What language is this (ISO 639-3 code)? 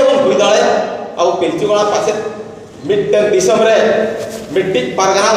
sat